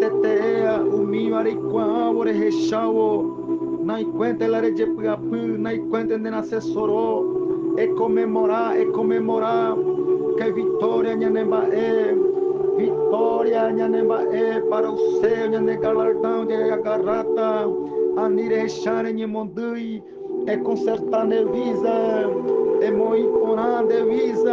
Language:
Guarani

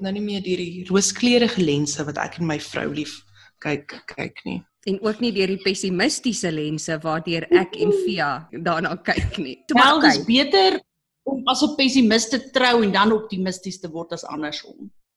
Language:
Afrikaans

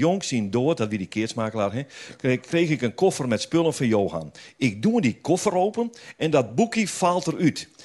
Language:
Western Frisian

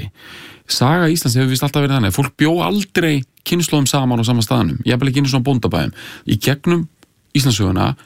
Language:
Icelandic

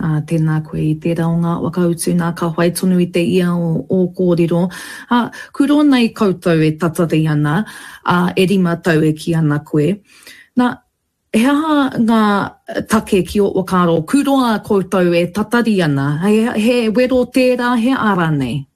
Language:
Māori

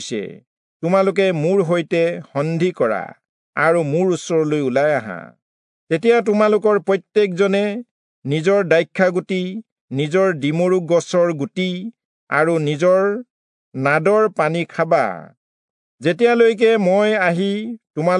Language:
Assamese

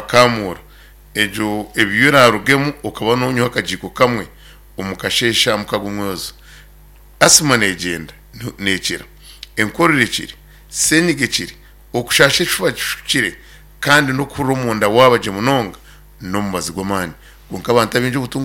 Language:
Nyankole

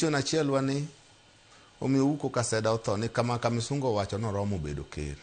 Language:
Luo (Kenya and Tanzania)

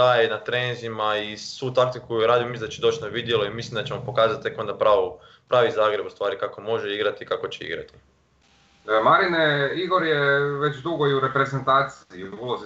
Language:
Croatian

